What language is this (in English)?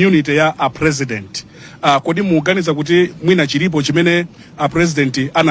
Nyanja